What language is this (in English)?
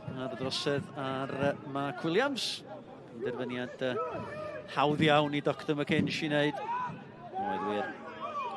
Welsh